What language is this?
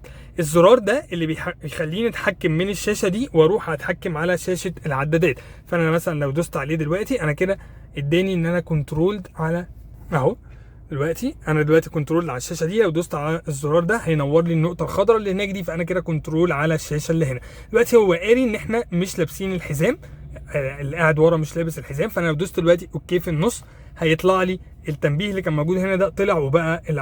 Egyptian Arabic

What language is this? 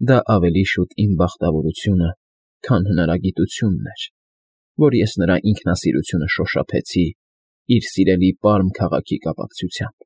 Armenian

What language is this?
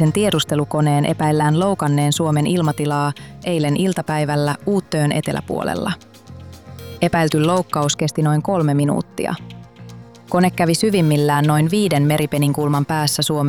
Finnish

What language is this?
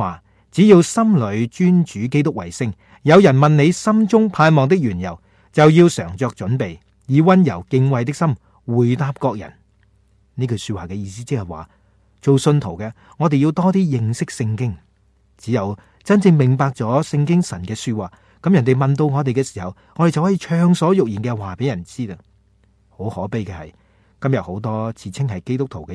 Cantonese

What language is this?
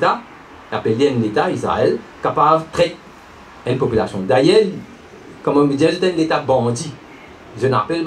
Morisyen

